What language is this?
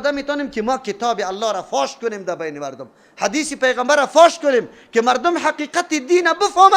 Persian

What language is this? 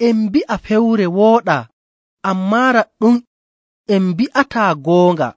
Nigerian Fulfulde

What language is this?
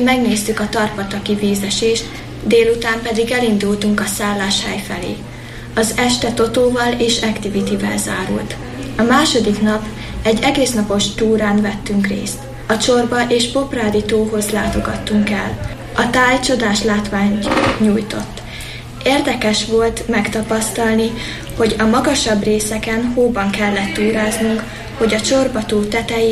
Hungarian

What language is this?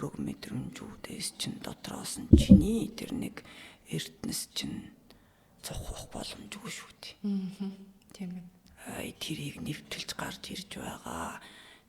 Mongolian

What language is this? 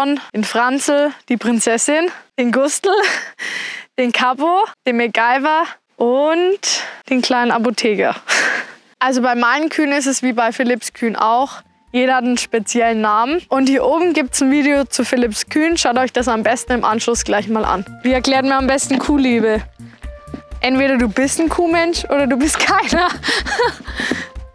German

